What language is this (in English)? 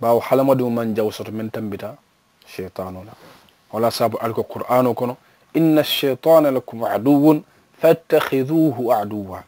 Mandingo